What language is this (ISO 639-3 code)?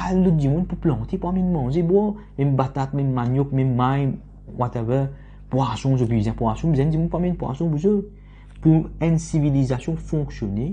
mfe